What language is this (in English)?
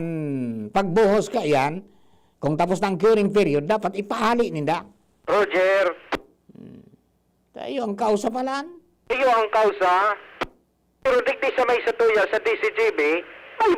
Bikol